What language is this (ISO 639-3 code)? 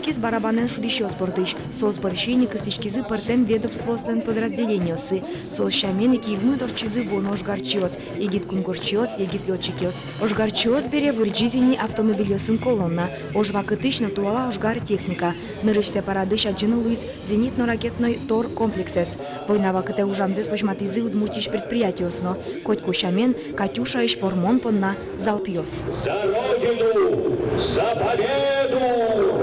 udm